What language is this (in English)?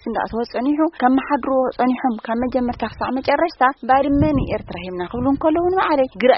Tigrinya